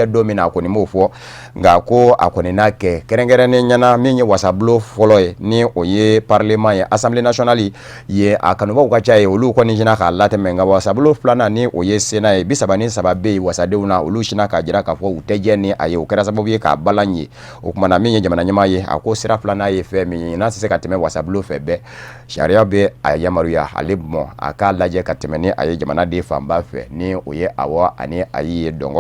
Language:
Bambara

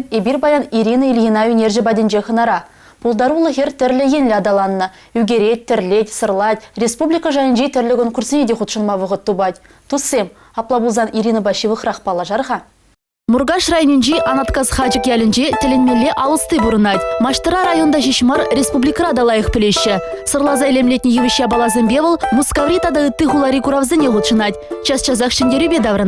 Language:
Chuvash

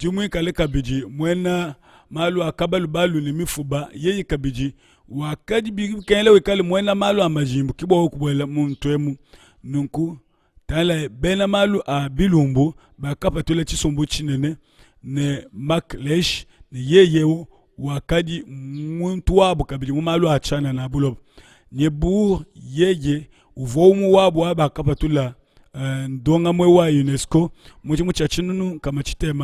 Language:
Luba-Lulua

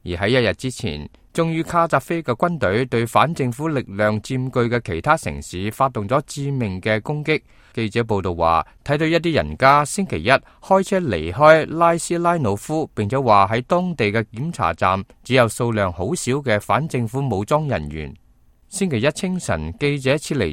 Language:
Cantonese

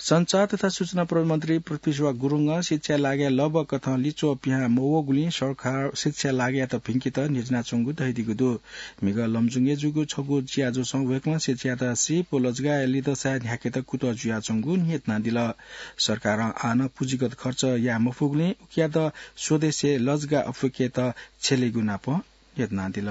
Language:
Newari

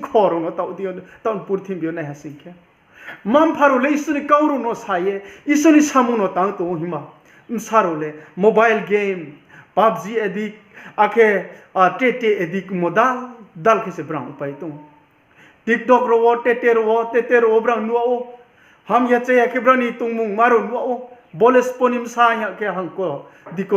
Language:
Riang (India)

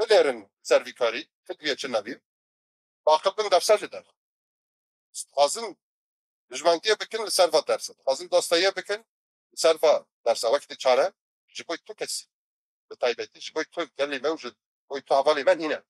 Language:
Kurdish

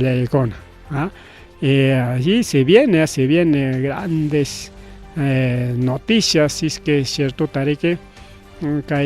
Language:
Ayacucho Quechua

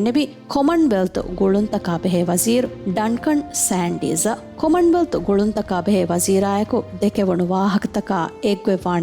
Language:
Divehi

